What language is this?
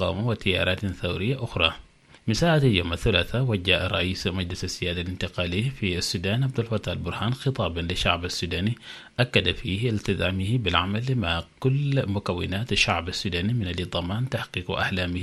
Arabic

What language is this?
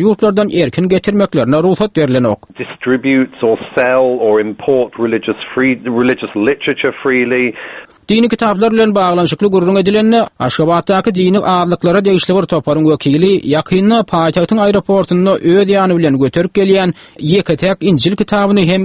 Turkmen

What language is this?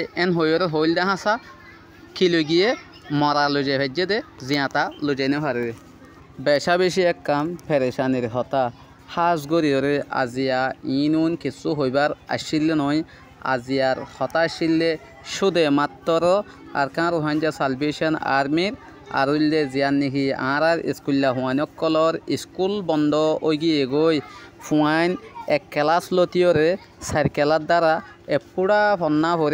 Rohingya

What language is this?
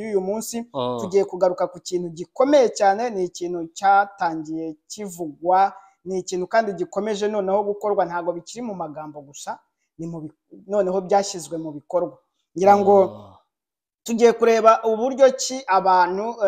Kinyarwanda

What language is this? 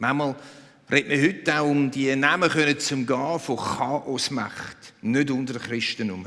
Swiss German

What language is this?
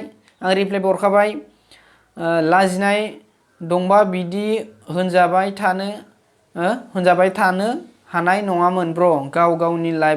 Bodo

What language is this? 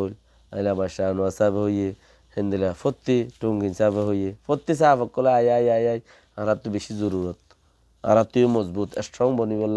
Rohingya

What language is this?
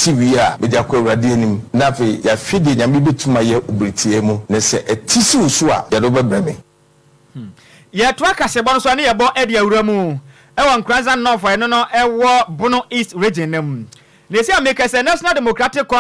Akan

